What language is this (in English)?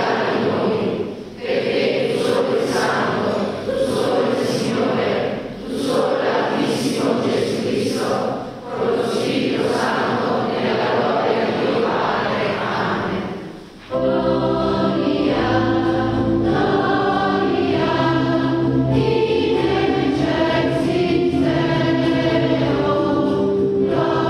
Italian